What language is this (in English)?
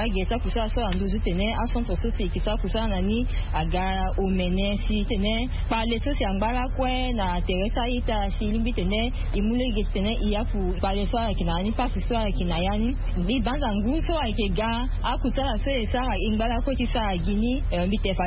Sango